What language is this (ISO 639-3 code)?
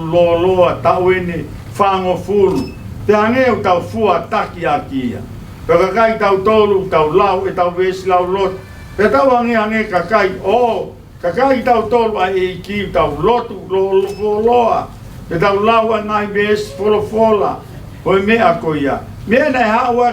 ton